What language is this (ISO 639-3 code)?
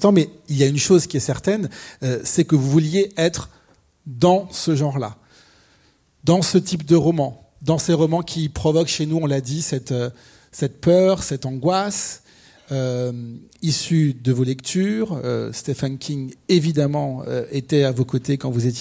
fra